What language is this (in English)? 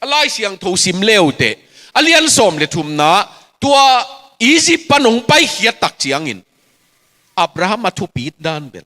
Tedim Chin